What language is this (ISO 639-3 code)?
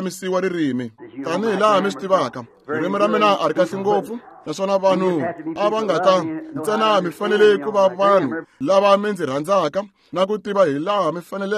tso